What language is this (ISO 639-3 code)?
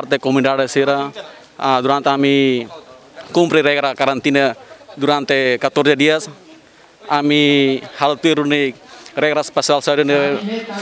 tet